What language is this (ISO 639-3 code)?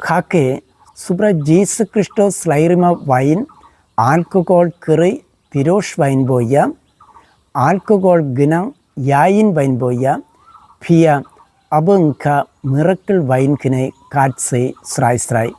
trp